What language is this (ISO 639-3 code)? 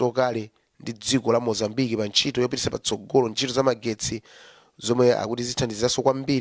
nya